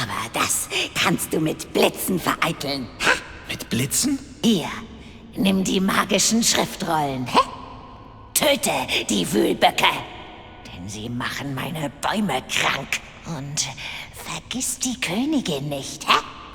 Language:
Bavarian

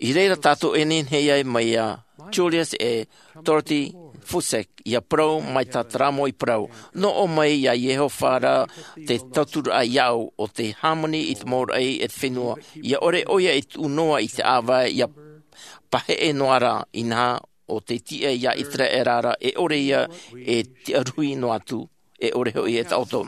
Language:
Tahitian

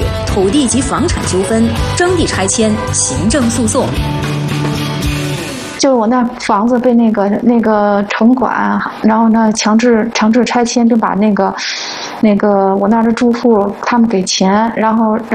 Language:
Chinese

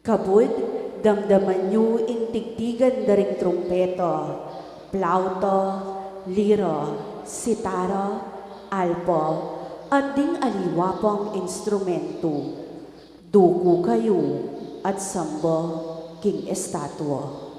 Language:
Pampanga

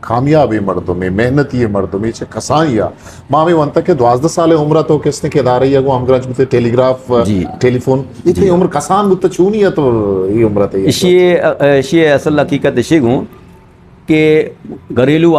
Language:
Eastern Balochi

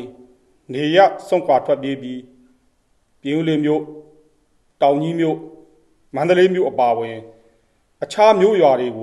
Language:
Burmese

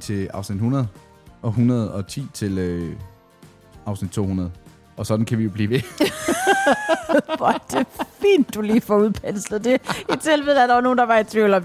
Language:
Danish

